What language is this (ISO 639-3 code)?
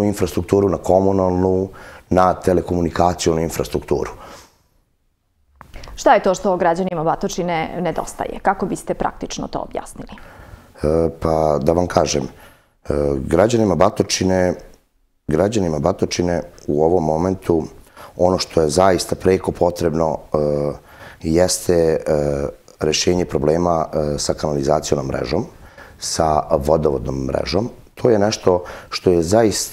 srp